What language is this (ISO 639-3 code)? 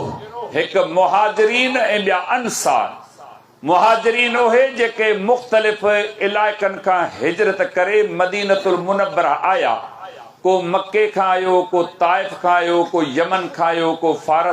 snd